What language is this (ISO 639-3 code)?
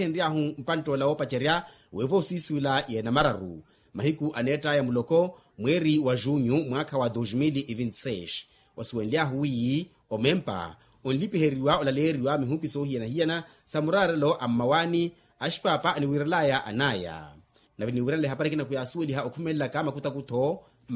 vmw